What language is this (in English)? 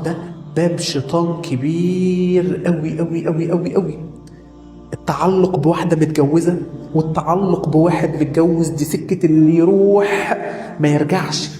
Egyptian Arabic